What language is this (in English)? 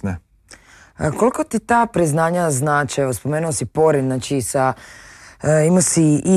Croatian